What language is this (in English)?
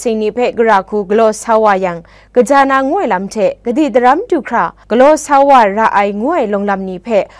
Kachin